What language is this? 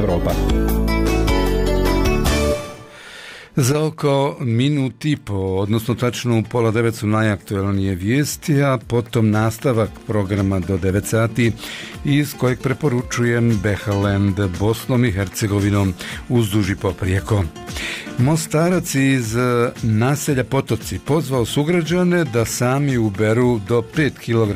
Bosnian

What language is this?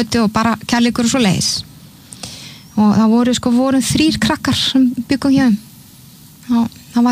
Icelandic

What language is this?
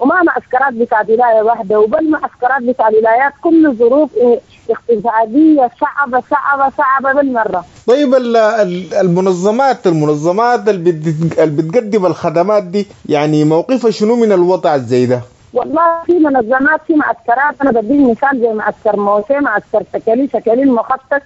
Sudanese Arabic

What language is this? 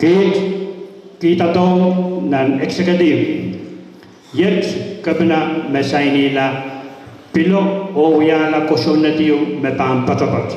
Pohnpeian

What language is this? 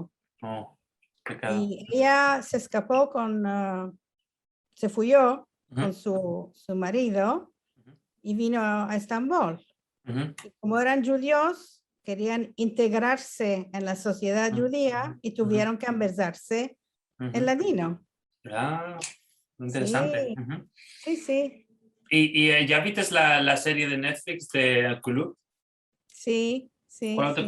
Ladino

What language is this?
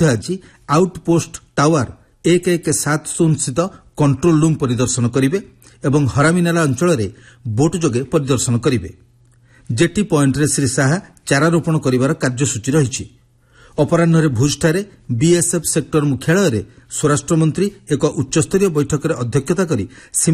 Odia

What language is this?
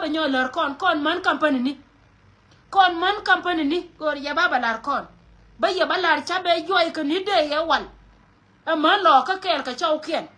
Nuer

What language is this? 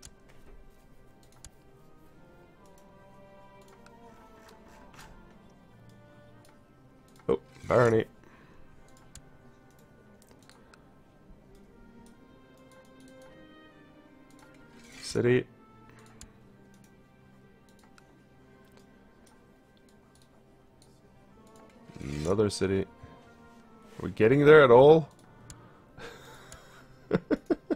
English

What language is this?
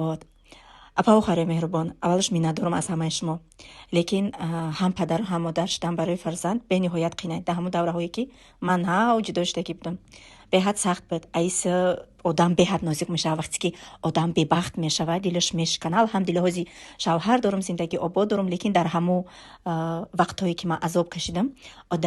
Tajik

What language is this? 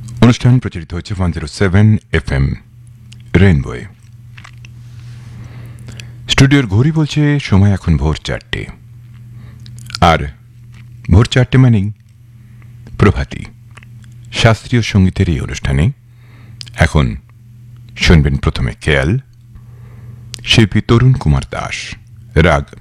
Bangla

